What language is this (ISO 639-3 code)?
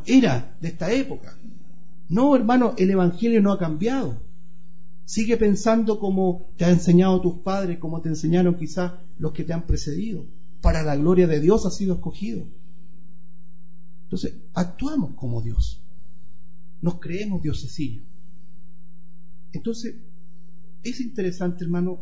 spa